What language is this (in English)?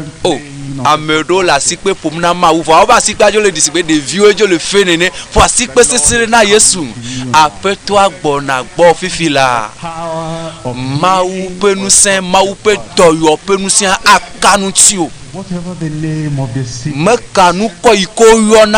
Ewe